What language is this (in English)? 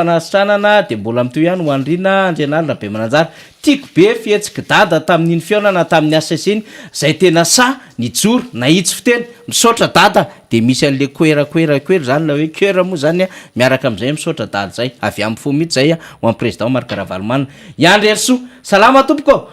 Malagasy